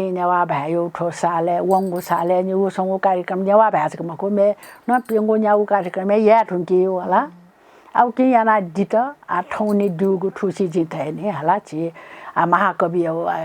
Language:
Newari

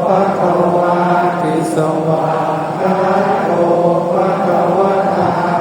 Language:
Pali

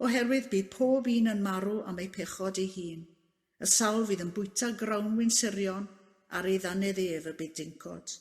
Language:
Welsh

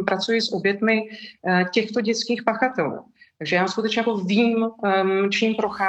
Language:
Czech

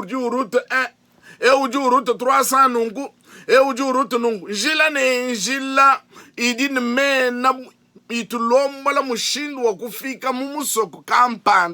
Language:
Luba-Lulua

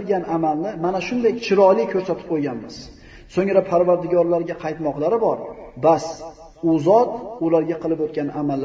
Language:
Uzbek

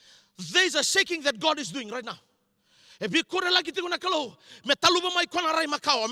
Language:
Fijian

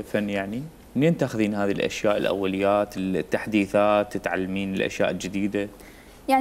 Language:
Mesopotamian Arabic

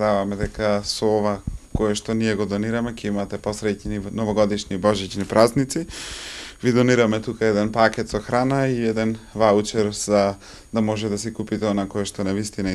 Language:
Macedonian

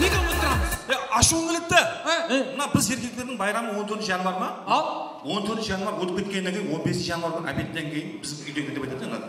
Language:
Kara-Kalpak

